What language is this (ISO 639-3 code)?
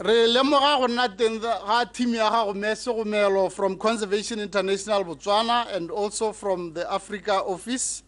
tsn